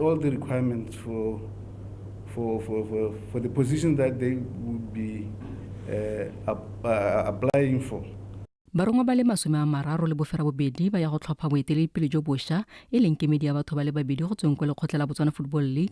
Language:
Tswana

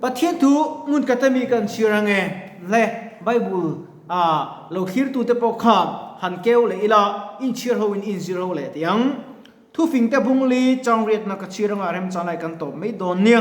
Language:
Mizo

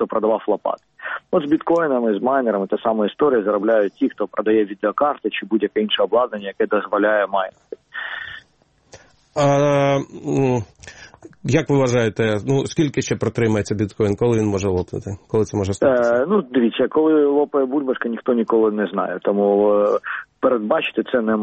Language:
Ukrainian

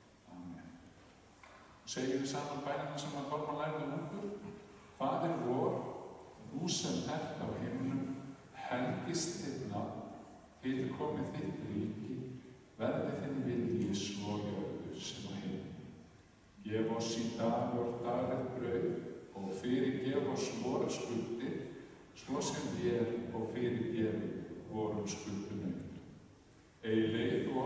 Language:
Icelandic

